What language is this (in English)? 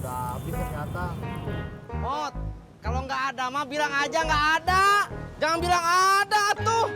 Betawi